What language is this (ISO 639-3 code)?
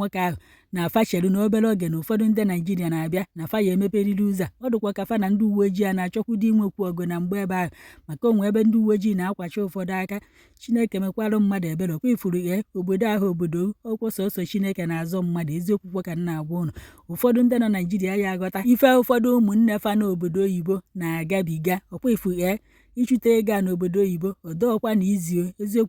ibo